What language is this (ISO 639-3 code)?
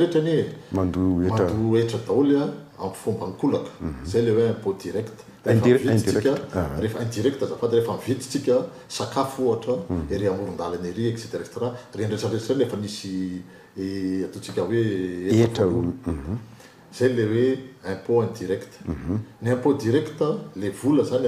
mlg